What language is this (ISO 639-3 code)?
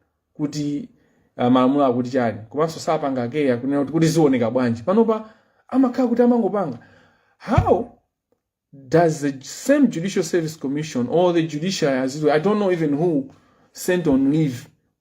nya